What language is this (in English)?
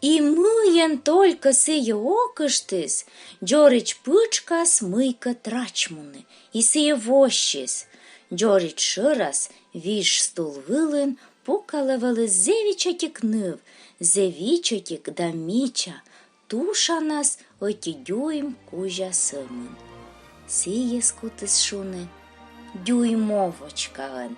Komi